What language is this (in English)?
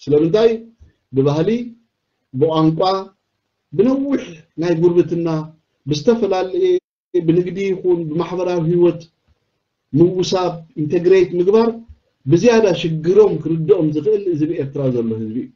Tigrinya